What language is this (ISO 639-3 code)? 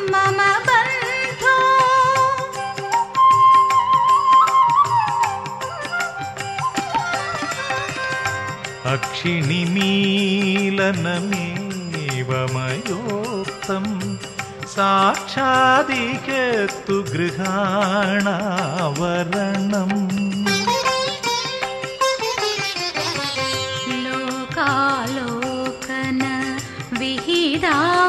san